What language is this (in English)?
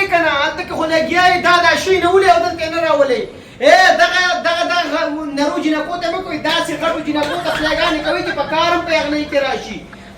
Pashto